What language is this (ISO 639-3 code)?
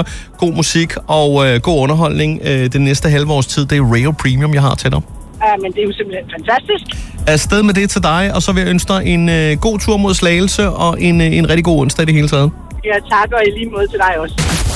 dan